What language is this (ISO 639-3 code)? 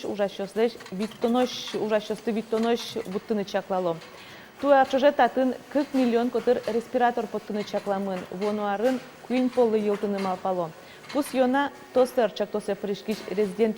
udm